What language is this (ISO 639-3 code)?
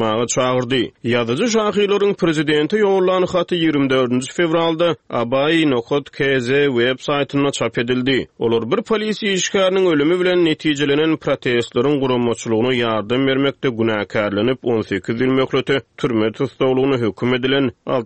tuk